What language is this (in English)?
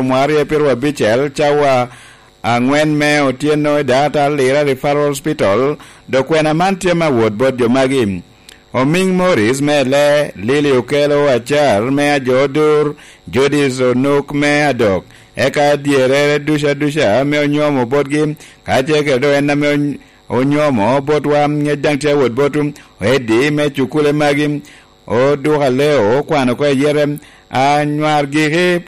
Lango (Uganda)